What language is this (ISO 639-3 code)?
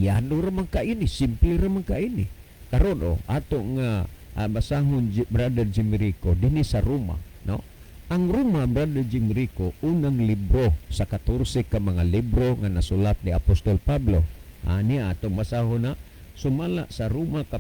ceb